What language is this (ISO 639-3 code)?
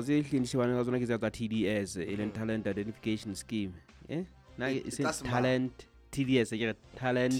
sot